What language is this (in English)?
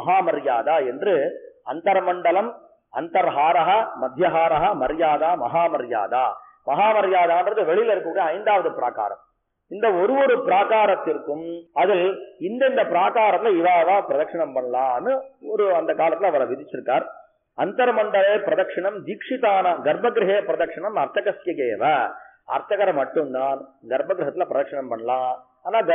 Tamil